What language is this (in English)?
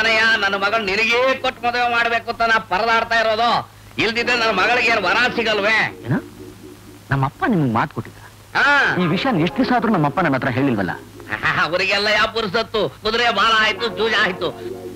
Kannada